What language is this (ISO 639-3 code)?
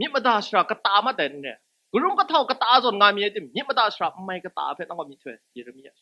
kac